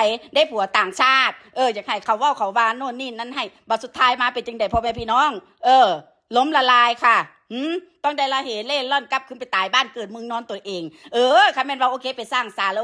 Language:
Northeastern Thai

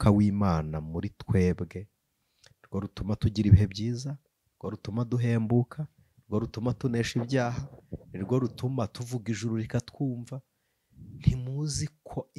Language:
Kinyarwanda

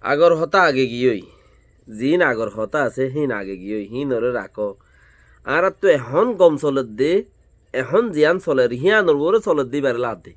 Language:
Rohingya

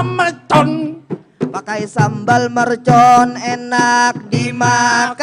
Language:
Banjar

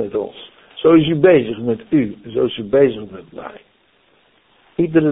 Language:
Dutch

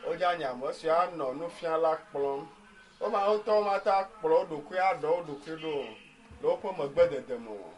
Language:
Ewe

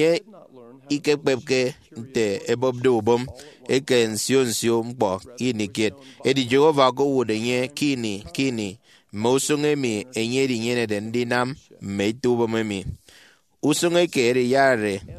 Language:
Efik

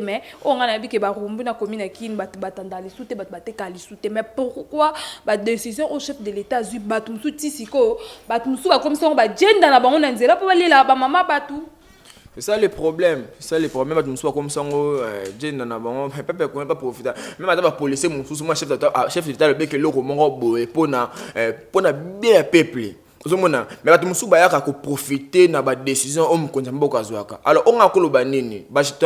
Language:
Lingala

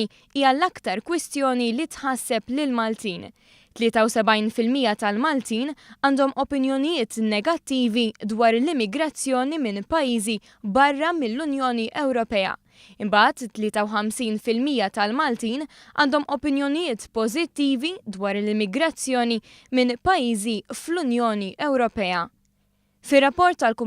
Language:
Maltese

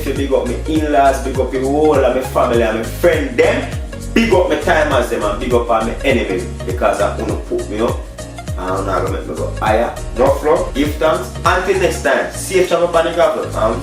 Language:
Jamaican Creole English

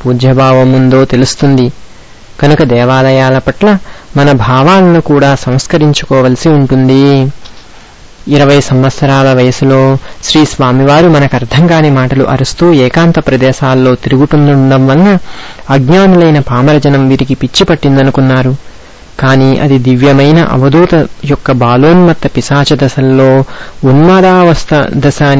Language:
Telugu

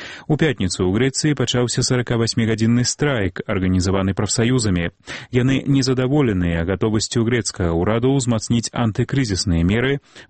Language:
Belarusian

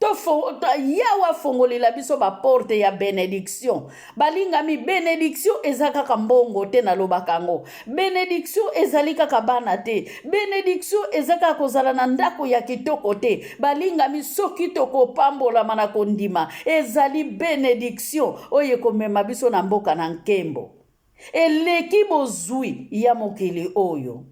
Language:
Lingala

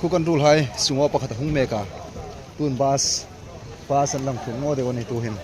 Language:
Hmar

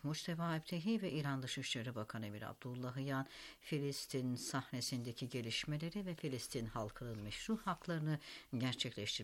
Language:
Turkish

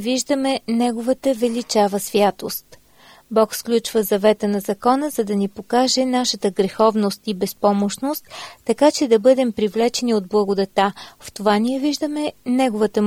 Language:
Bulgarian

